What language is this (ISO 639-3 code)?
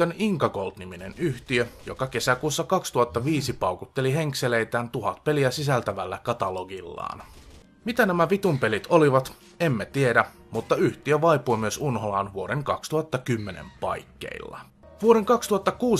fin